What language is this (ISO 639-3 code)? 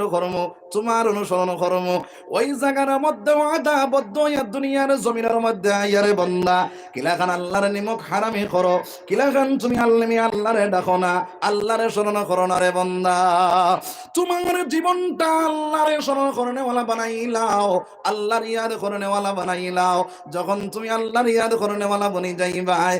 syl